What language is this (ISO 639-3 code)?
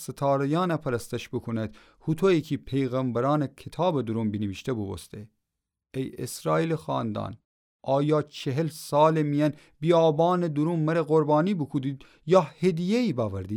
glk